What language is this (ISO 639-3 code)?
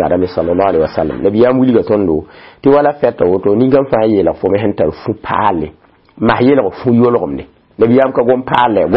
mos